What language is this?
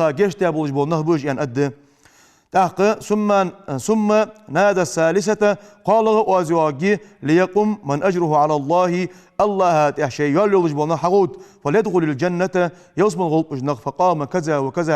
Ingush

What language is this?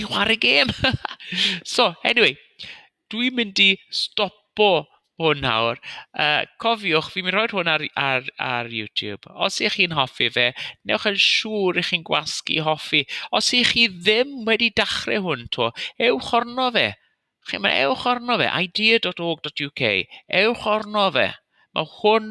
Welsh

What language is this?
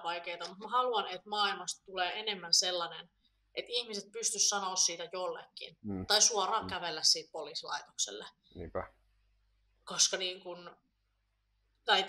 Finnish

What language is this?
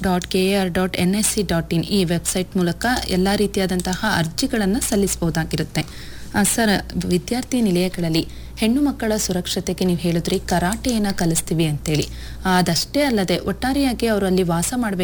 Kannada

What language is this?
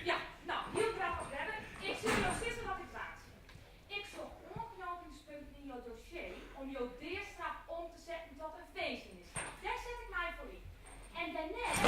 Western Frisian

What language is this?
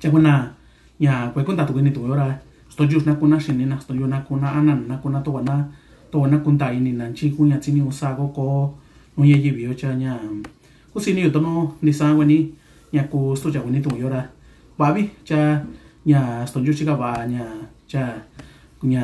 Mixtepec Mixtec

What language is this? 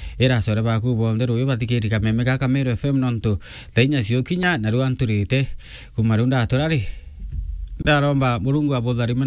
Meru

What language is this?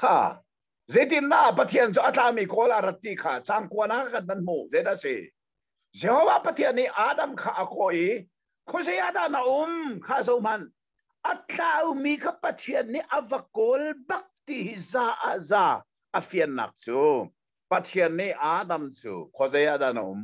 Hakha Chin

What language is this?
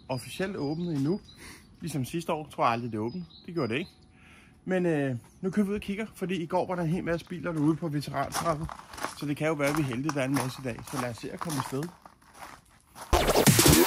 Danish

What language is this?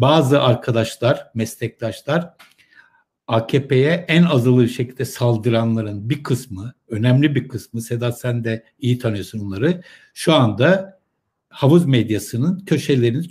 Turkish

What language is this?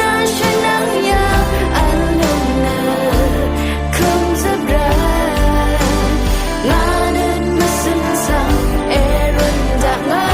Rawang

